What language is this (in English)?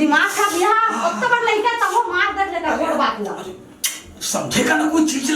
Chhattisgarhi